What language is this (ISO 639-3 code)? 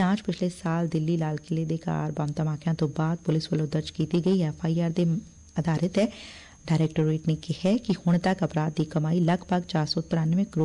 pan